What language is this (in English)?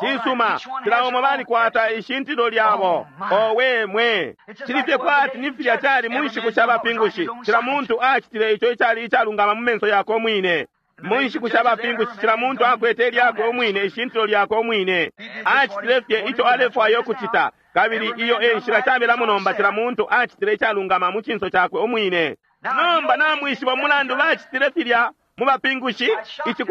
Bemba